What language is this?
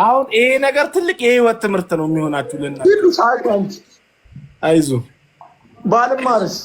Amharic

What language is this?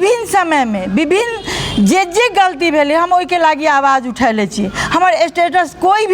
Maithili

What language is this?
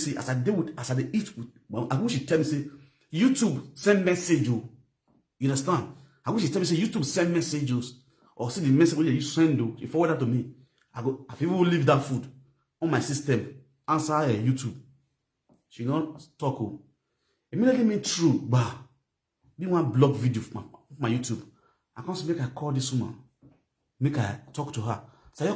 Nigerian Pidgin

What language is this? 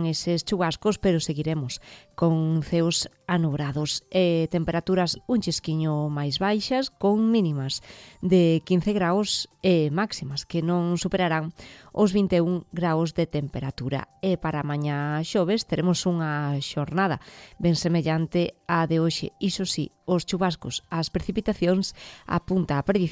Galician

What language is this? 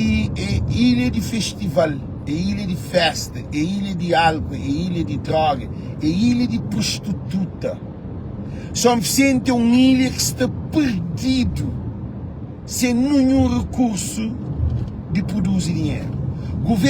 Kabuverdianu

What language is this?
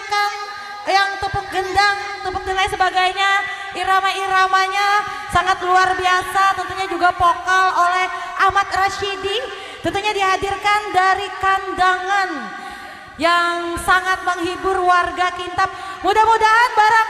Banjar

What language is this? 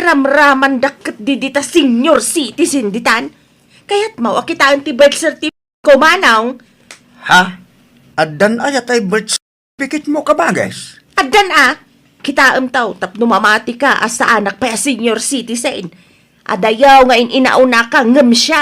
Iloko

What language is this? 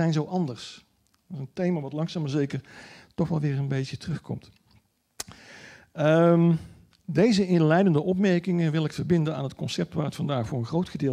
Dutch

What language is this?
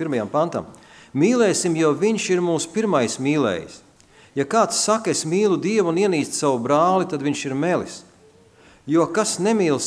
Latvian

